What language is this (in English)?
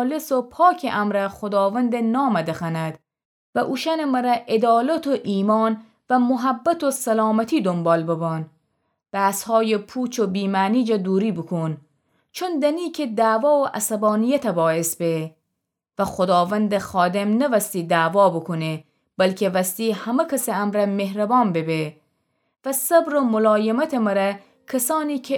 Gilaki